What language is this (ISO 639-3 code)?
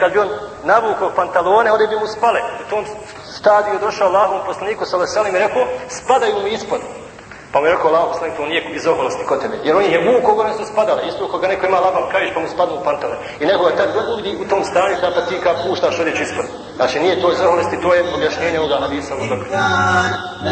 bos